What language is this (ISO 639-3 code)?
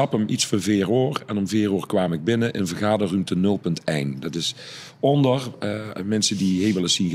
lim